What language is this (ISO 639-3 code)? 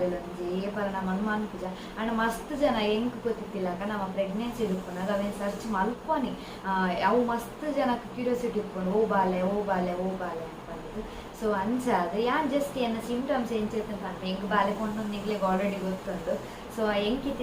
tcy